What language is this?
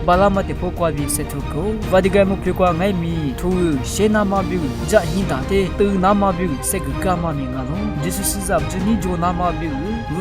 Lisu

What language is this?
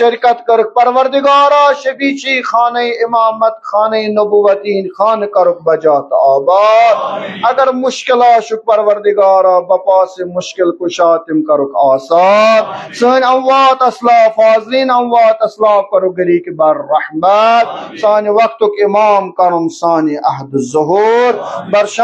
Kashmiri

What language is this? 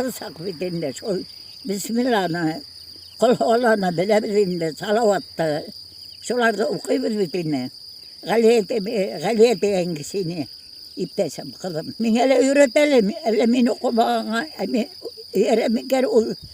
Bashkir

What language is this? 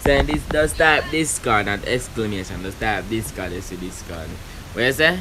Jamaican Creole English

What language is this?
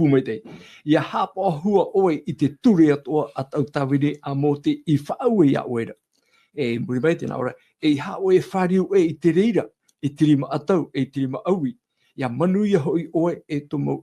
Tahitian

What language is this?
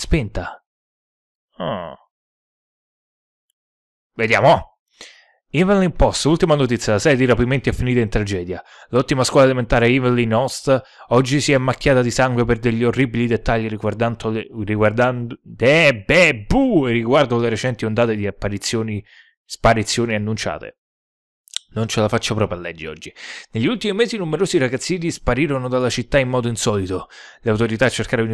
Italian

